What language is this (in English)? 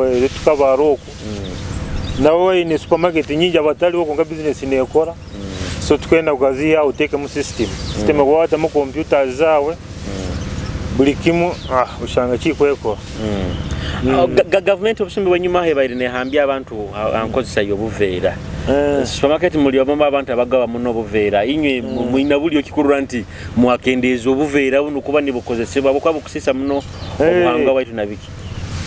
Nyoro